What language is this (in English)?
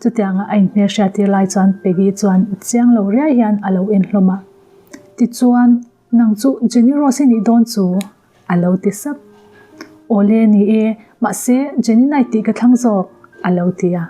Mizo